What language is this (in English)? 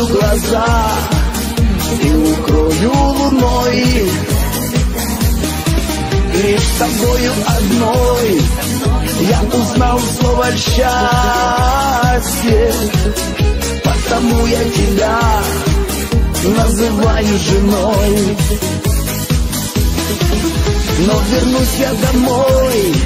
Russian